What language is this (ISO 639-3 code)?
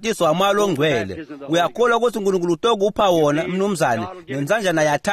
ssw